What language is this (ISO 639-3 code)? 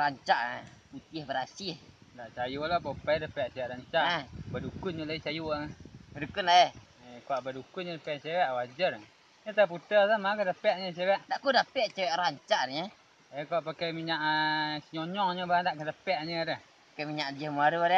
min